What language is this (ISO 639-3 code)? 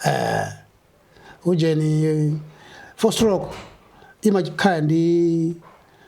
nya